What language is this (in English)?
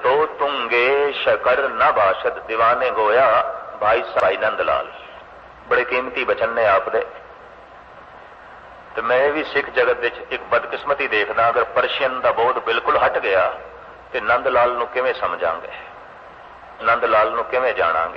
Punjabi